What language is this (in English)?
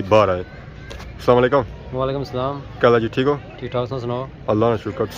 Pahari-Potwari